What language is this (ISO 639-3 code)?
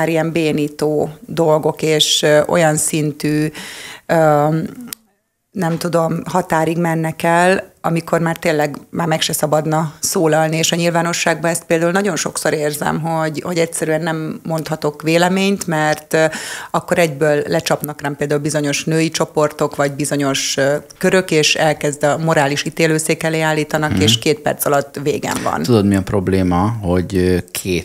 hun